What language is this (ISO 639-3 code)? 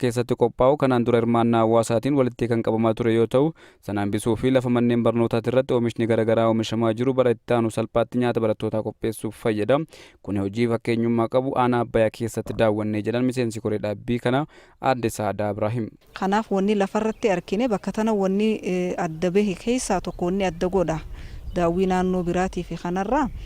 orm